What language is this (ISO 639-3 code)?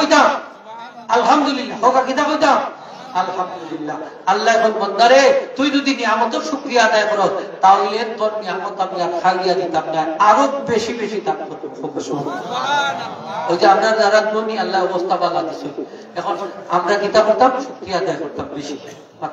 syl